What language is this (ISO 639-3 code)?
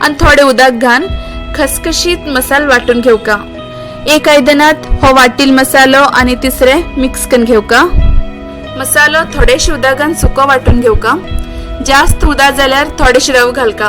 kok